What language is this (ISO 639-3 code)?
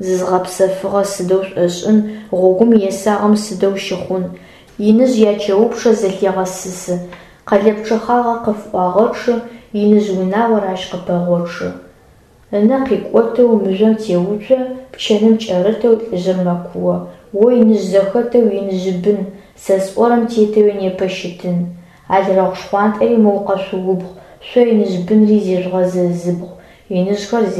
ady